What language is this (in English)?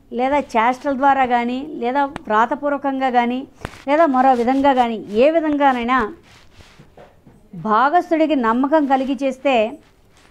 Telugu